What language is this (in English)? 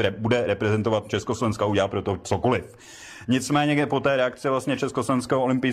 Czech